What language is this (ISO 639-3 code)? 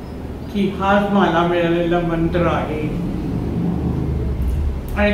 mar